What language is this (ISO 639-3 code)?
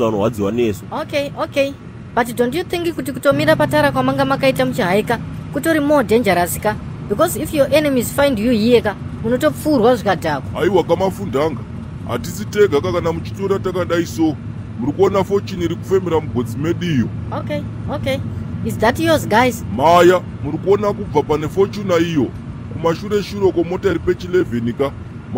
sna